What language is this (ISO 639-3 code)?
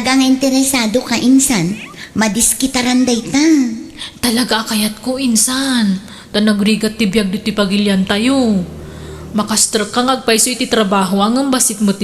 ilo